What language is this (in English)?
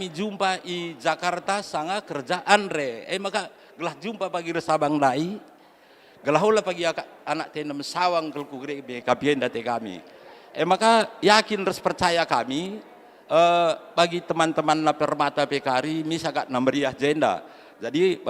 Batak Karo